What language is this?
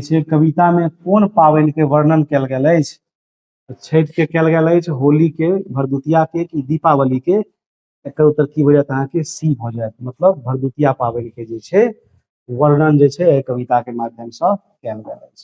Maithili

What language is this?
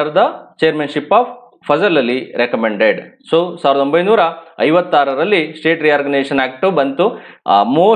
Kannada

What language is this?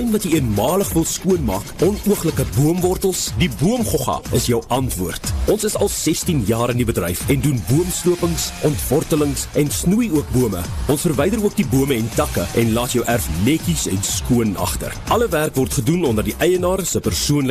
Afrikaans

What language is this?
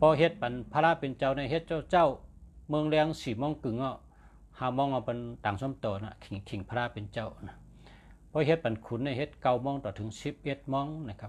Shan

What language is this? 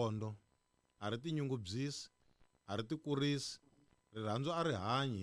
Tsonga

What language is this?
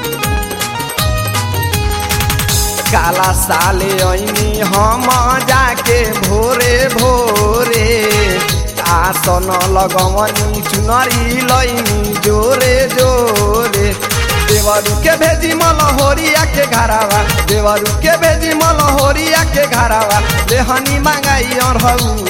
Bhojpuri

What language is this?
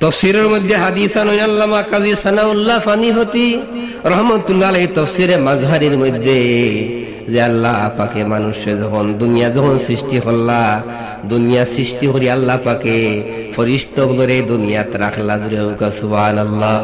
Sylheti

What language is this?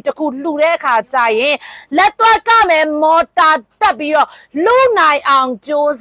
Burmese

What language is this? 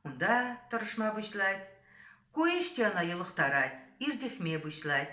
Chuvash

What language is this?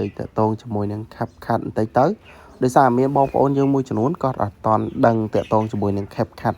Khmer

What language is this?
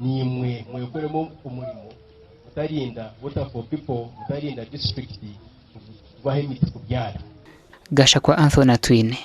Nyankole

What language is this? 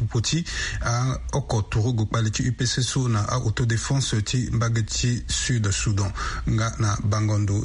Sango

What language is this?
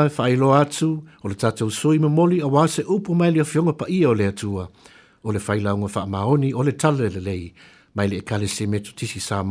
Samoan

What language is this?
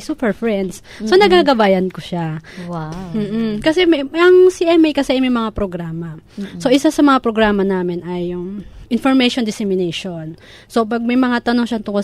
Filipino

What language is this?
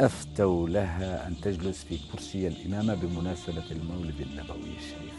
Algerian Arabic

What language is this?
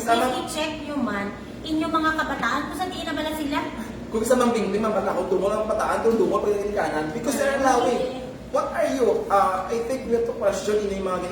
Hiligaynon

